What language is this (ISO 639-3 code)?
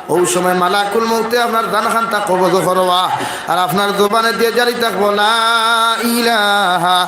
syl